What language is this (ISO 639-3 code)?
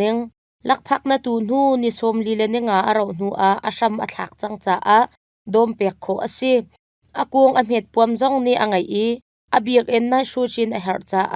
cnh